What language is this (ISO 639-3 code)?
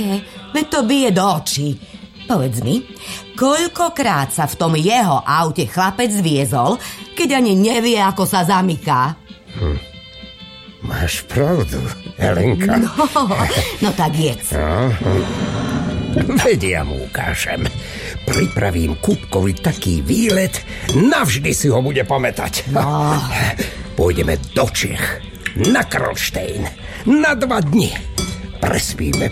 slk